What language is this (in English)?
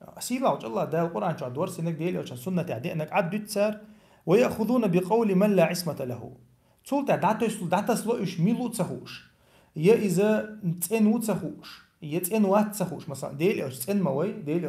Chechen